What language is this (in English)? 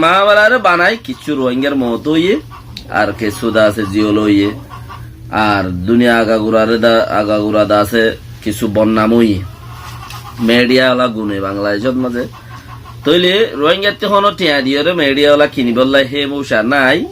Rohingya